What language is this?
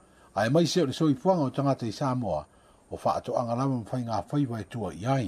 Samoan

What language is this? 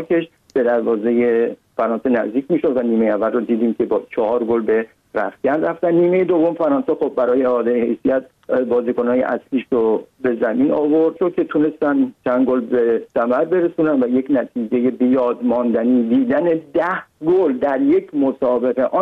Persian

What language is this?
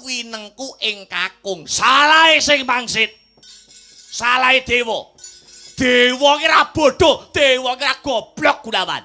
Javanese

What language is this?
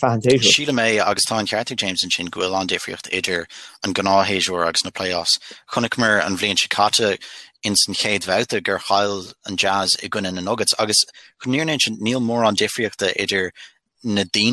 Irish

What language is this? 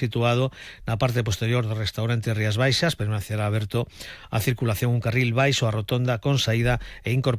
Galician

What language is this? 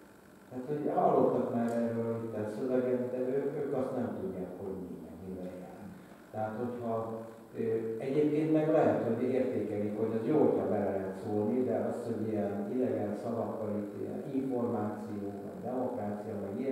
Hungarian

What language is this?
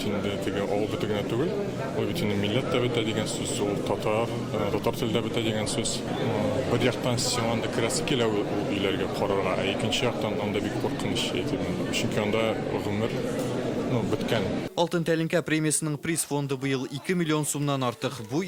Tatar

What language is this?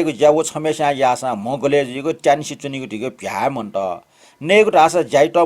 Newari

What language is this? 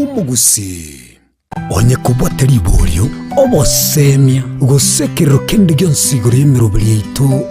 Gusii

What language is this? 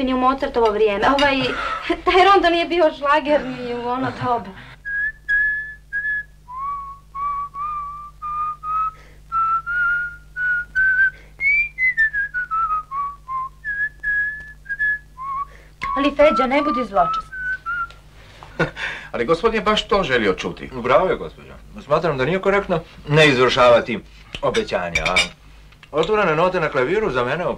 Croatian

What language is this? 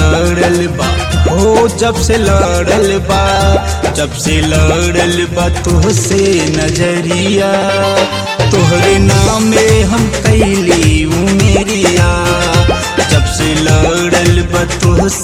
Bhojpuri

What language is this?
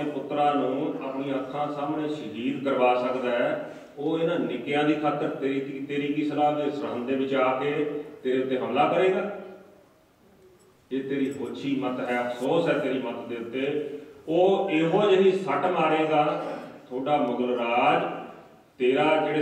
Punjabi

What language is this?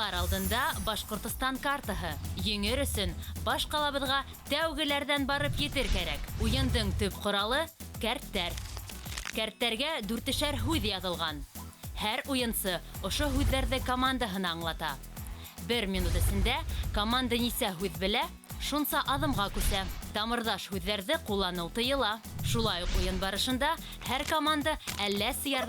Bashkir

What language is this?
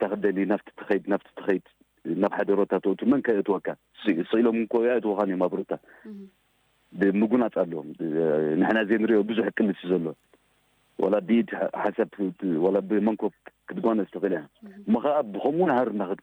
Tigrinya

